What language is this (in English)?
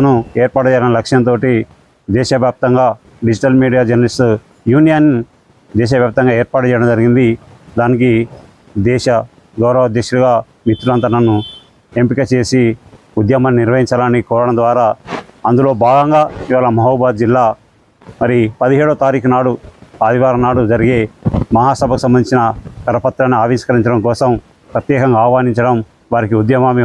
Telugu